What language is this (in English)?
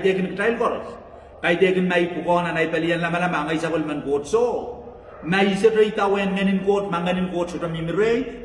Pohnpeian